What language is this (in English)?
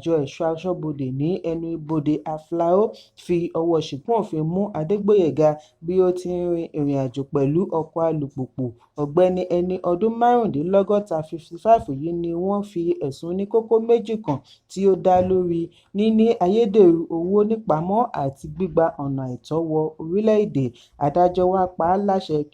Yoruba